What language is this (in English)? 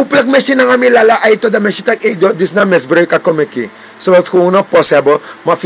Sranan Tongo